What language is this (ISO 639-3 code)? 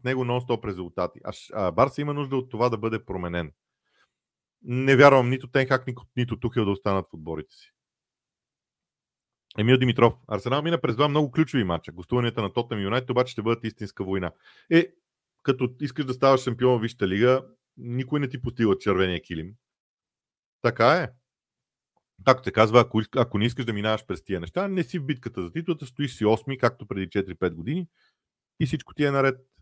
bul